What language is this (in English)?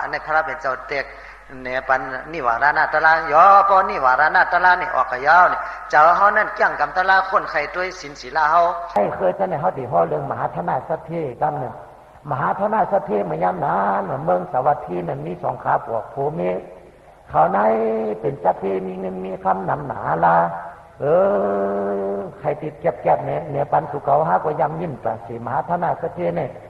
Shan